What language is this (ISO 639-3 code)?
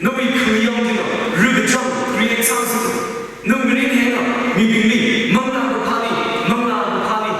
nmf